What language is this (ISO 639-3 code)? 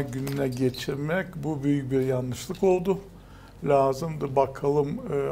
gag